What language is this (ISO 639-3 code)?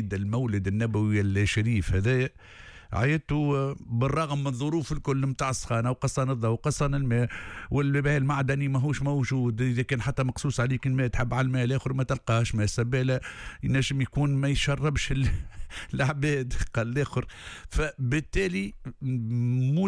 aeb